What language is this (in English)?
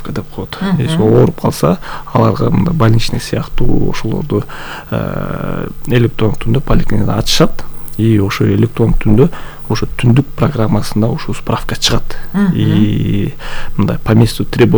Kyrgyz